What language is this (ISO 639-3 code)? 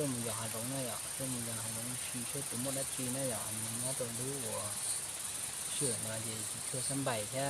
hmn